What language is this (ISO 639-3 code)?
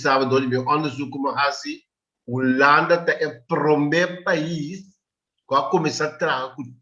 pap